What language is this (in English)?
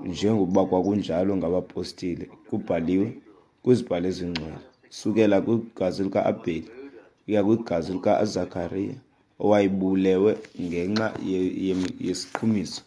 Xhosa